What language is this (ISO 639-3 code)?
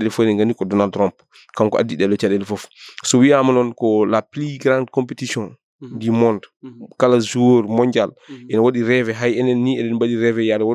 ful